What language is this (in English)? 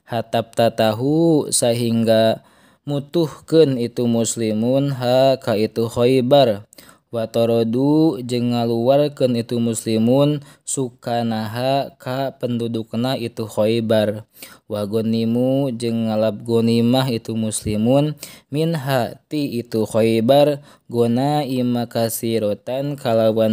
Sundanese